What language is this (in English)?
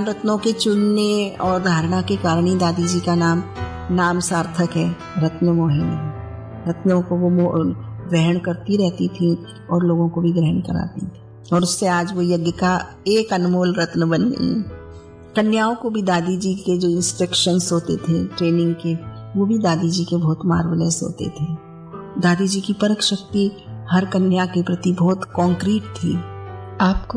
Hindi